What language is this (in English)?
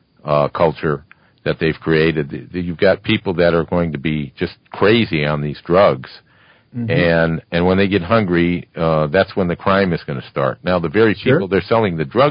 English